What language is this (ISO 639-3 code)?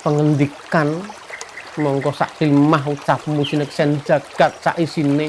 jav